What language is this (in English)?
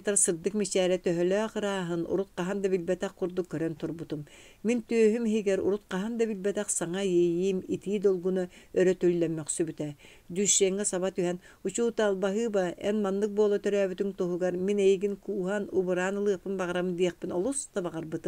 Yakut